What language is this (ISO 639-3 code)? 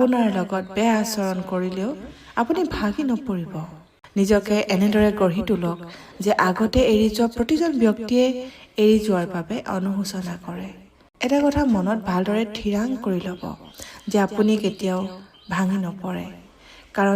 asm